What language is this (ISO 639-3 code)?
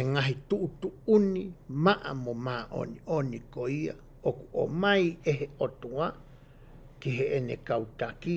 ton